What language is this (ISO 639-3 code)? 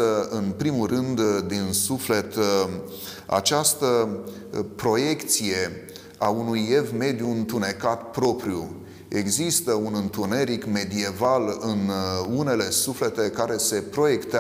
ron